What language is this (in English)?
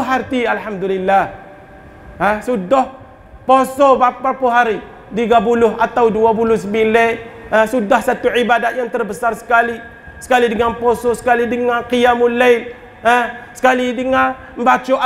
Malay